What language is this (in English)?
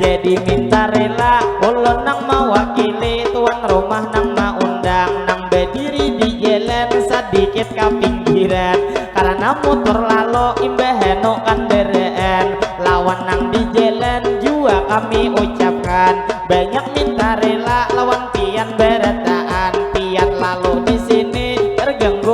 Banjar